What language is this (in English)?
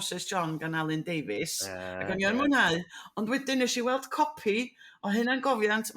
Welsh